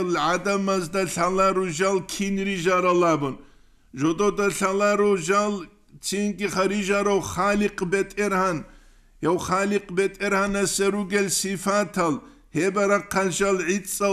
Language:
Avaric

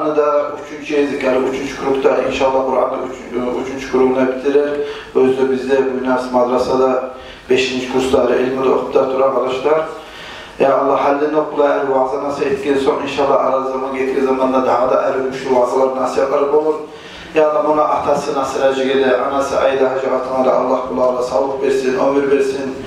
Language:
Kumyk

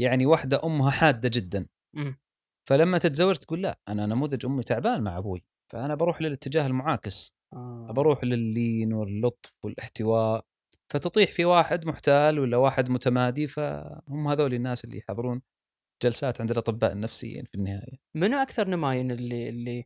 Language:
Gulf Arabic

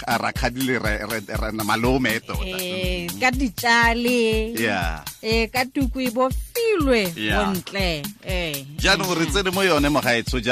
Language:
Tswana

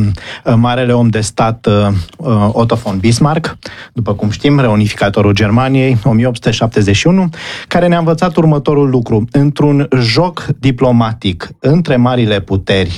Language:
Romanian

